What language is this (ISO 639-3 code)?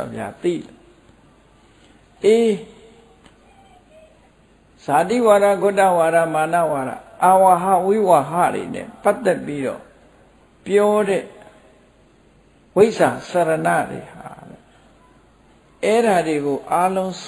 mya